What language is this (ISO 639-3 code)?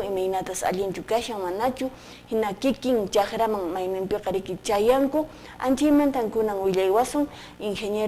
que